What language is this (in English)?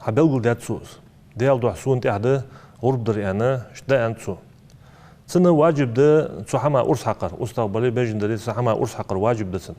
Ingush